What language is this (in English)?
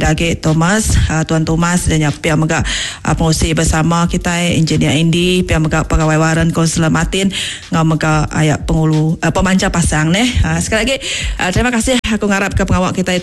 Iban